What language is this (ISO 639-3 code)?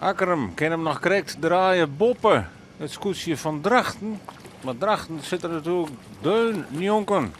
fry